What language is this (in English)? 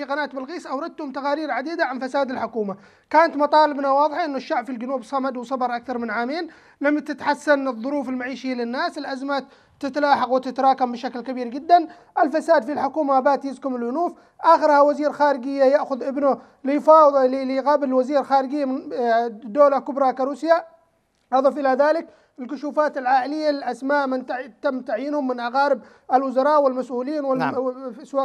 Arabic